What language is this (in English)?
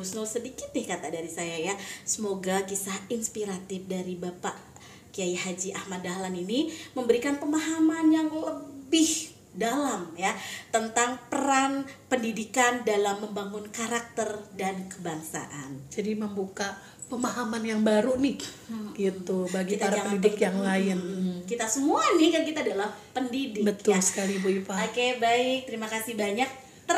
Indonesian